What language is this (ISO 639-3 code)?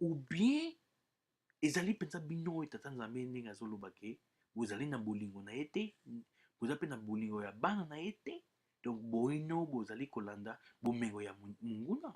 lin